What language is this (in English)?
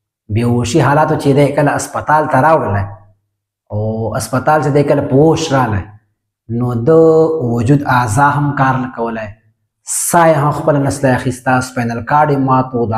Pashto